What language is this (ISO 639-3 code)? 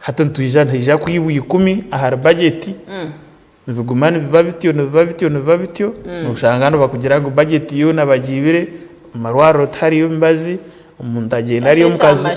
nyn